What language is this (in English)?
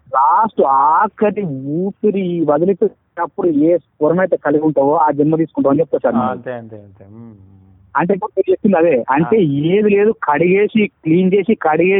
Telugu